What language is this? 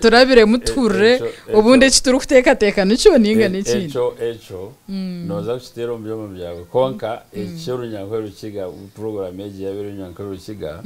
Nyankole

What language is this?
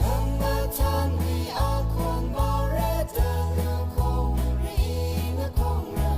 Tangkhul Naga (India)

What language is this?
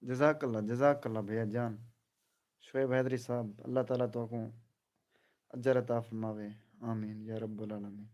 Saraiki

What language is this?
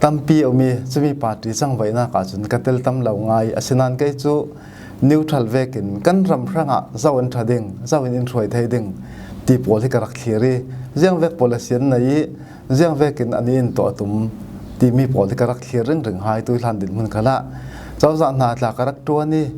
Falam Chin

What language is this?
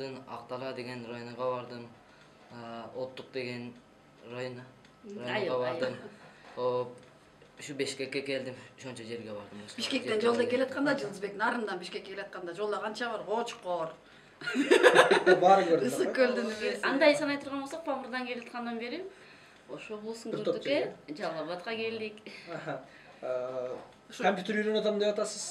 Kyrgyz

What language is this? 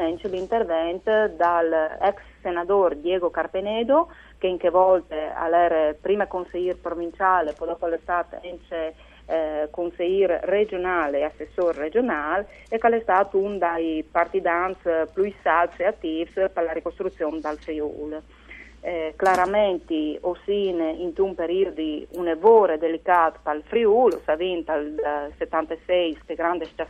Friulian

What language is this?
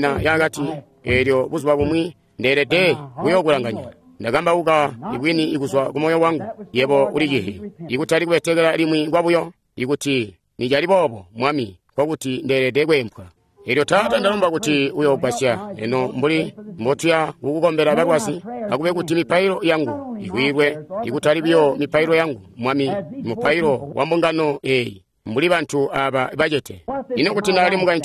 Tonga (Zambia)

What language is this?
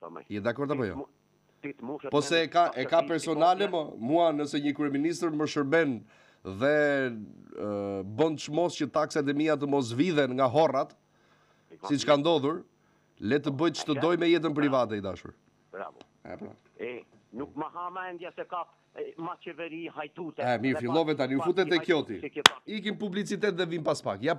Albanian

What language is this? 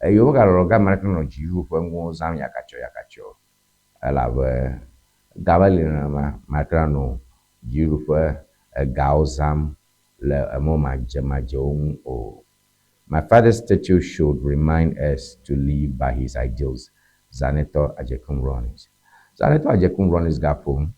Ewe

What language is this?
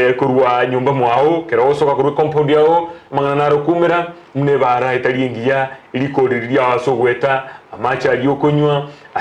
Gusii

